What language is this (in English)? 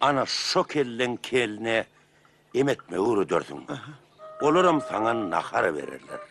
Turkmen